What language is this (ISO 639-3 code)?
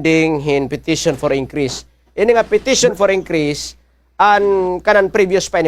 war